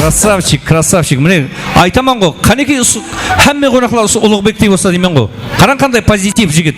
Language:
Kara-Kalpak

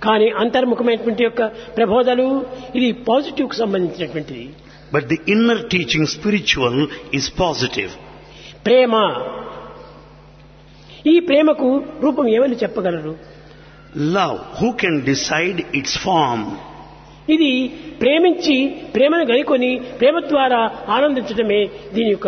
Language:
Telugu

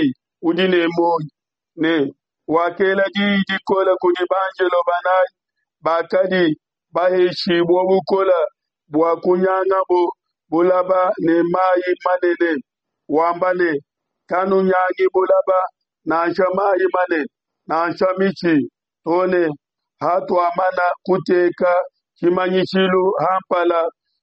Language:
Luba-Lulua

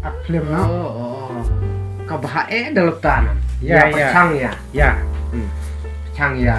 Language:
Khasi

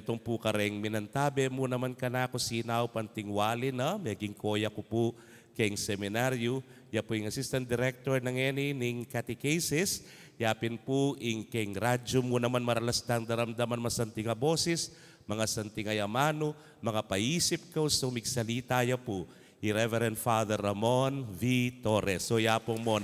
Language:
Pampanga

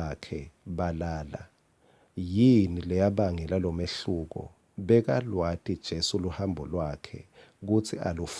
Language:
Swati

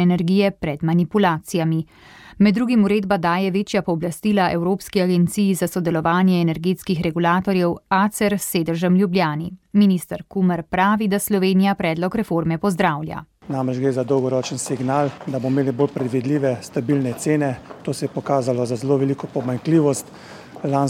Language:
Slovenian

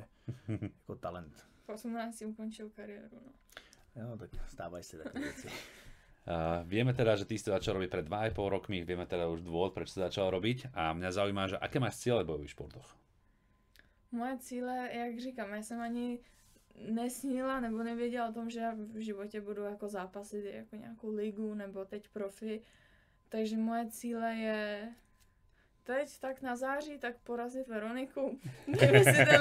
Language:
Czech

